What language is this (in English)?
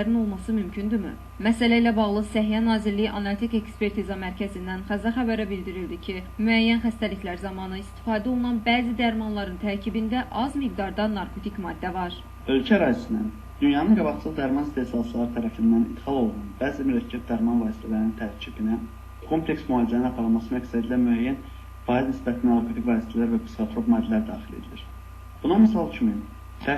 Azerbaijani